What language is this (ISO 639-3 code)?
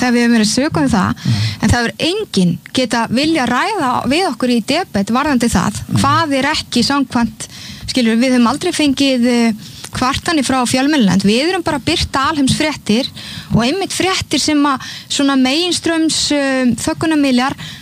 isl